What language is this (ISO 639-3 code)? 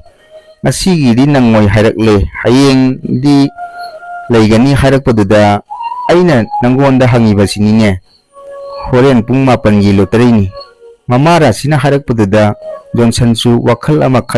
mni